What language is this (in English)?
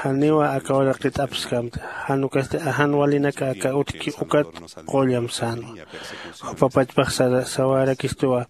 Aymara